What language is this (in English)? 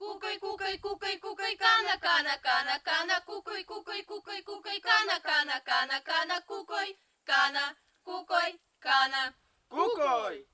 Veps